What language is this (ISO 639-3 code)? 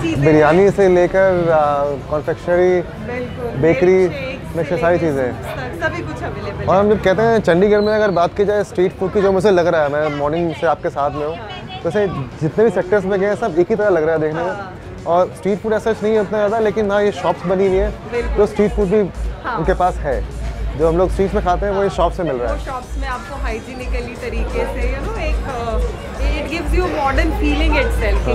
hin